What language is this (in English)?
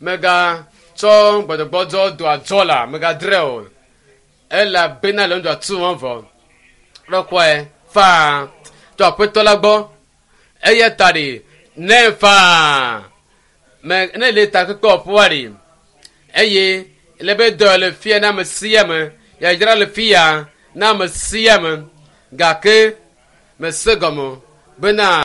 Ewe